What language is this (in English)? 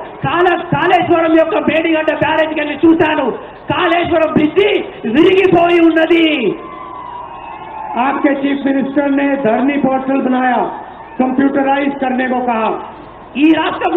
Telugu